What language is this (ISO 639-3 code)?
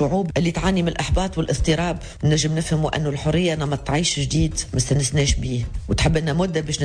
aeb